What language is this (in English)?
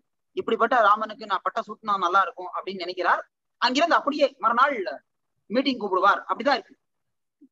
Tamil